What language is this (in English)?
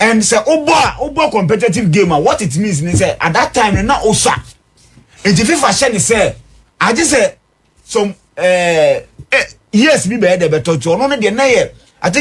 Akan